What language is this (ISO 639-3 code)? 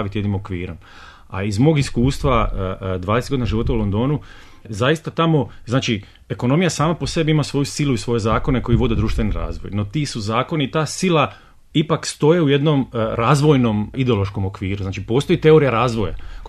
bos